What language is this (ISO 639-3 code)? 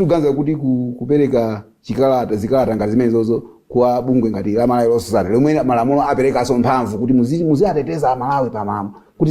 nya